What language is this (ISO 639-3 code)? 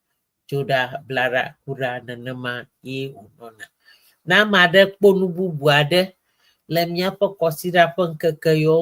ewe